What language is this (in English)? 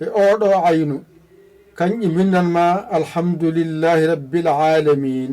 Fula